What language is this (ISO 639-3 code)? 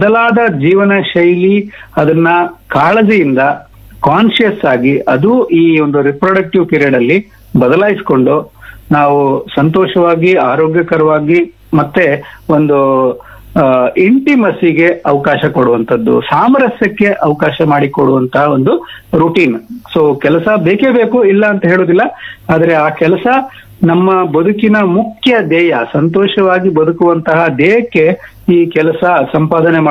kan